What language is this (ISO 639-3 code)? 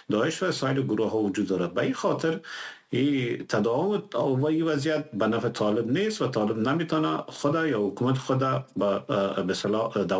fas